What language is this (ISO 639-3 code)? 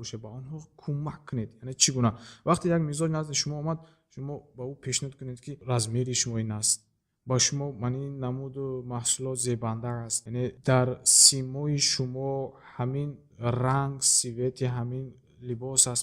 tgk